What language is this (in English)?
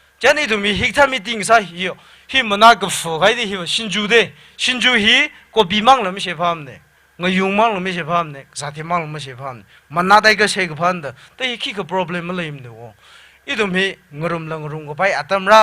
Tangkhul Naga (India)